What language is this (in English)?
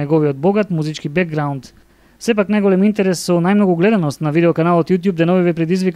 Macedonian